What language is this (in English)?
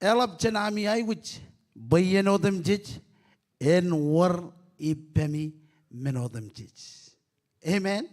Marshallese